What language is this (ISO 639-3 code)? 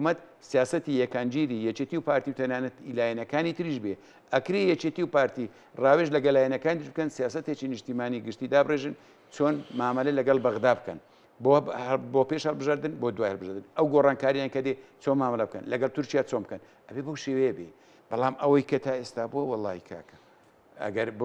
ckb